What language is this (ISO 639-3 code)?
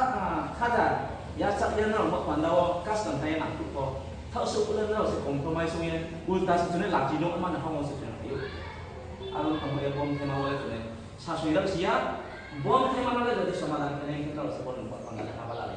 ria